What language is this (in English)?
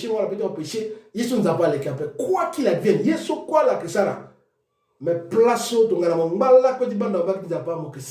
Sango